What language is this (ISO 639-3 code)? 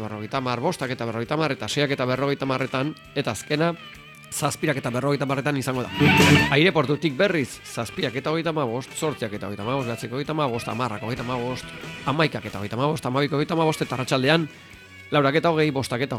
eus